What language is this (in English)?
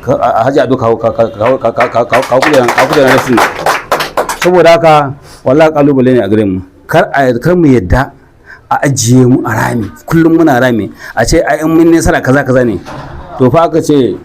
Hausa